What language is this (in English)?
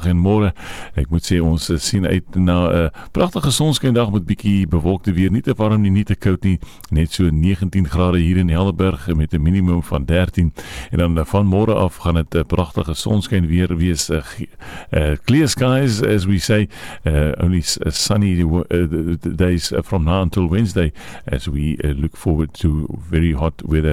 Afrikaans